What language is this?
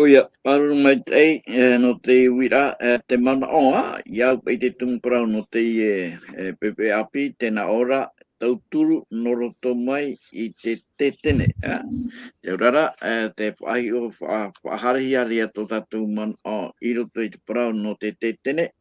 Tahitian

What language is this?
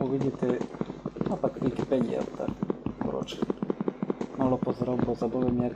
Rusyn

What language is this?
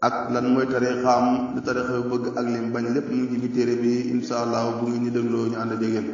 Wolof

